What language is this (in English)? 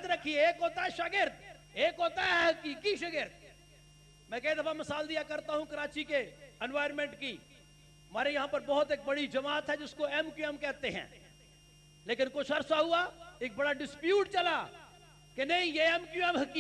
Urdu